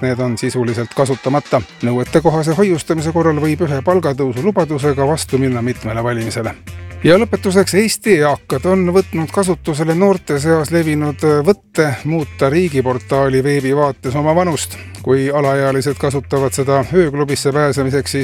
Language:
Estonian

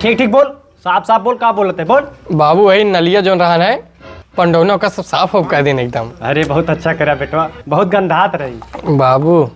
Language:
Awadhi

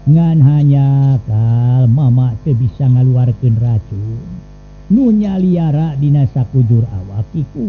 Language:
Sundanese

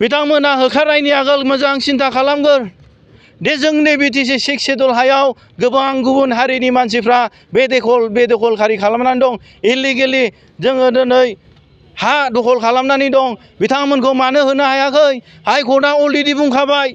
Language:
Bodo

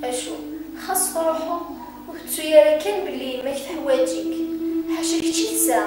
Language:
Kabyle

